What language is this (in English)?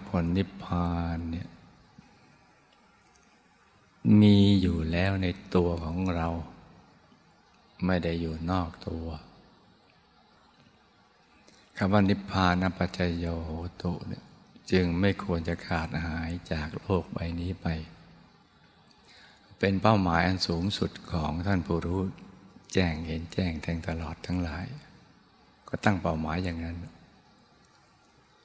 Thai